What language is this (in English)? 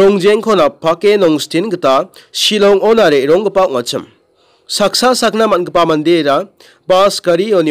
Garo